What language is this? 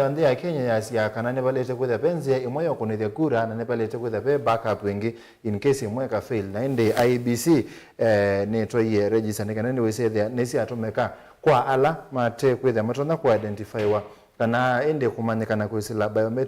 Kamba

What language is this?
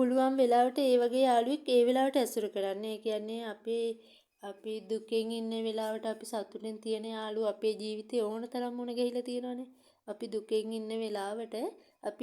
Sinhala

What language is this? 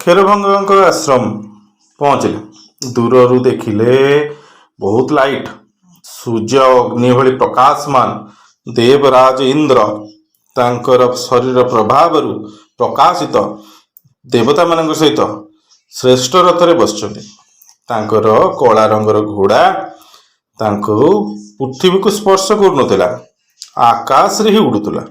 Odia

